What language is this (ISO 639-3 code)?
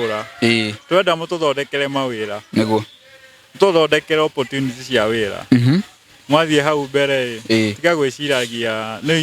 kik